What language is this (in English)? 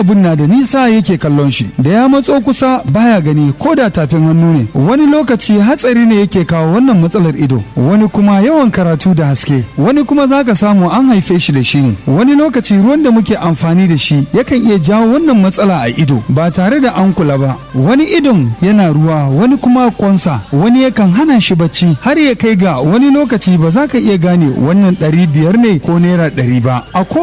Hausa